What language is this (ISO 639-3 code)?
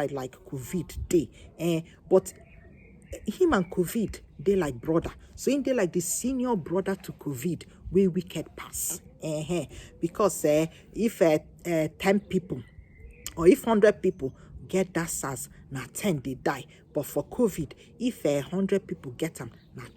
pcm